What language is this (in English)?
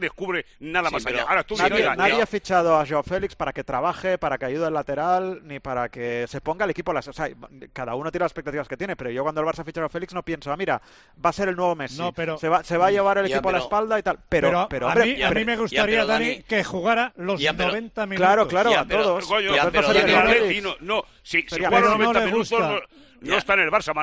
Spanish